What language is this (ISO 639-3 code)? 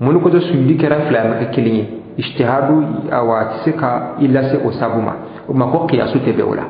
bam